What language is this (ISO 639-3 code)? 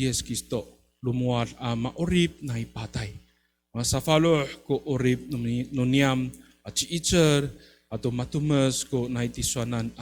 ami